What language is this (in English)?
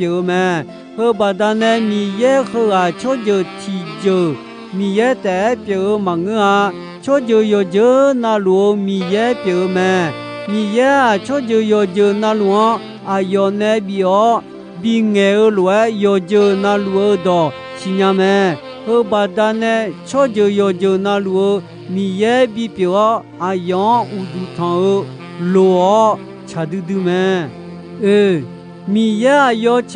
Akha